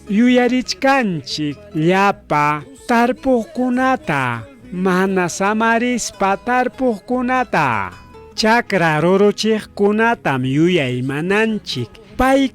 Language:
Ayacucho Quechua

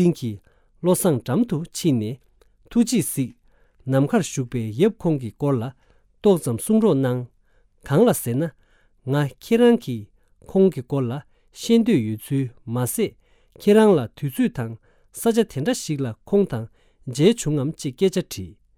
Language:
Tibetan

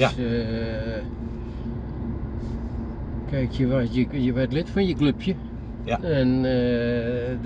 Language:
Dutch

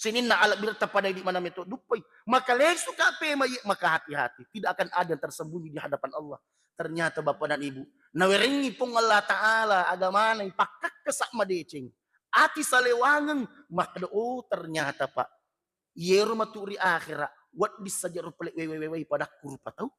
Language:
Buginese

